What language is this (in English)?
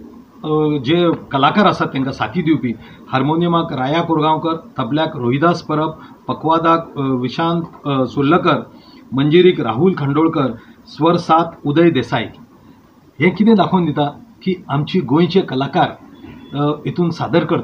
Konkani